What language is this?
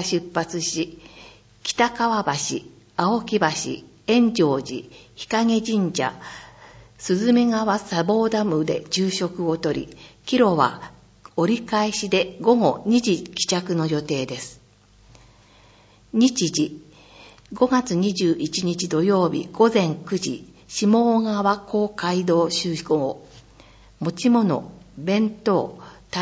Japanese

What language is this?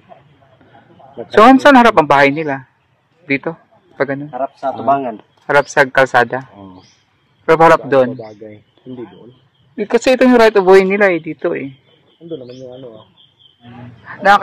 Filipino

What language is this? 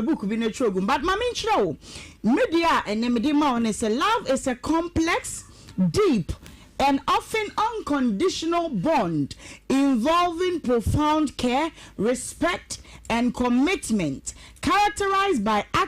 Akan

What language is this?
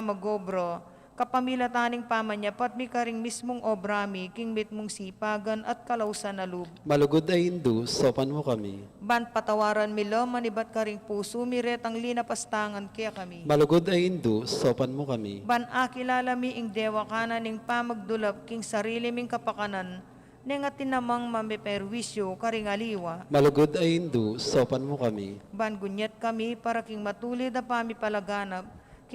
Pampanga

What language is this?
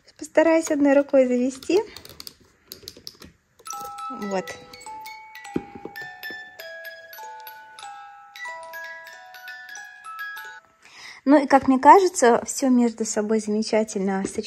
Russian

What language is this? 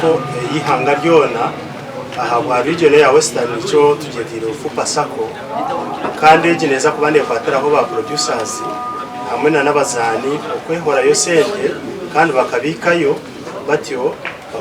Nyankole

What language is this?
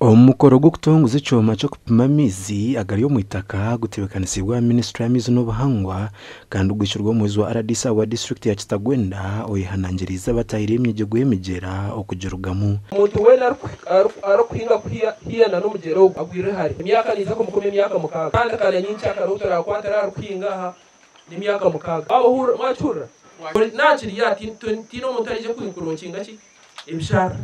Nyankole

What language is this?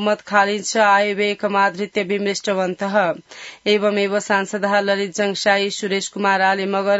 Sanskrit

